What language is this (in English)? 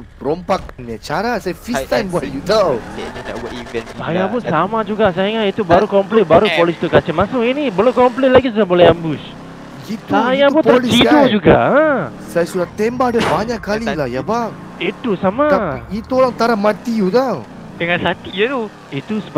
Malay